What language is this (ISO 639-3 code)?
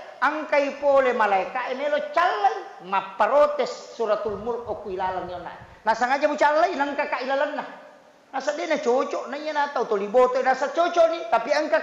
bug